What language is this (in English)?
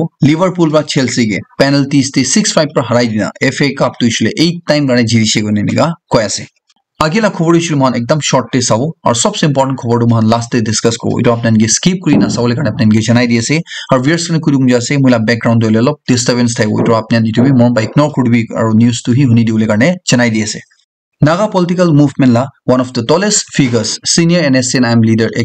Naga Pidgin